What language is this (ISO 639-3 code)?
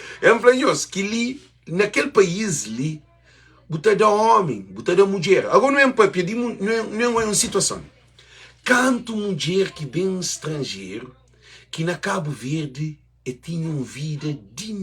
kea